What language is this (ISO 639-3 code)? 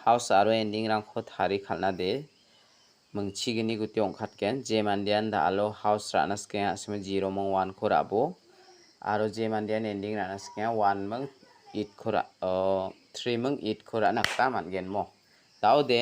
grt